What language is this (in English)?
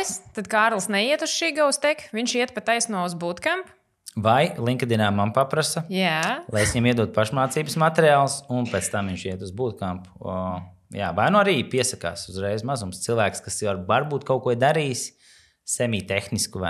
Latvian